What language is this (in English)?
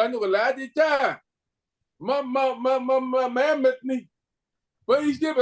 Kalenjin